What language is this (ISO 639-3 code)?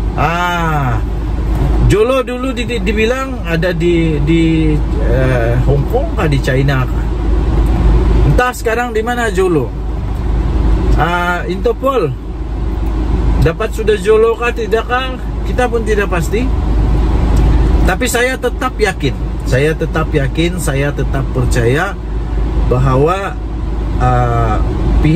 msa